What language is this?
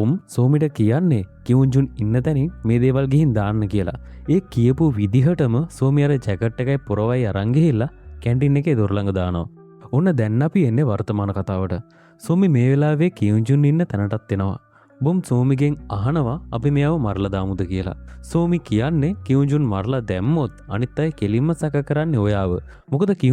Sinhala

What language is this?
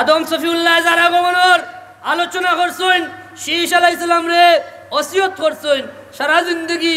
Sylheti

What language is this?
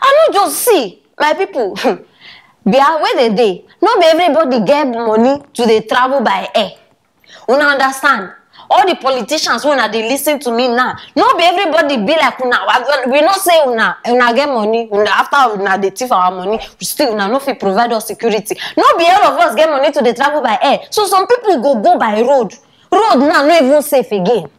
Nigerian Pidgin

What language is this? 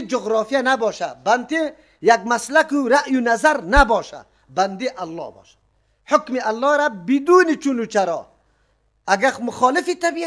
Persian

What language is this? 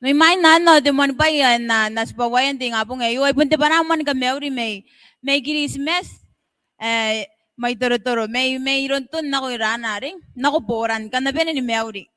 Gilbertese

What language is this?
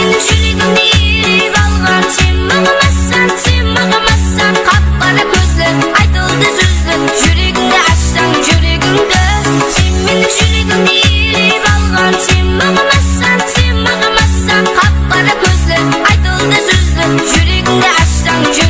Kara-Kalpak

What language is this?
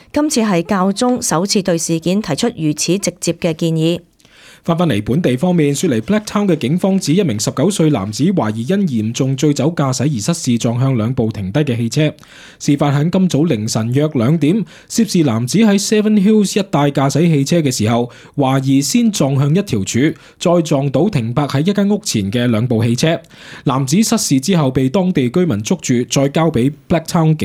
Cantonese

